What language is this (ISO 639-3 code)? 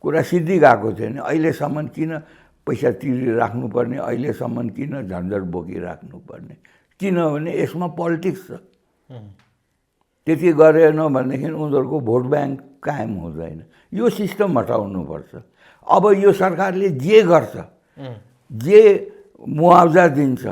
nep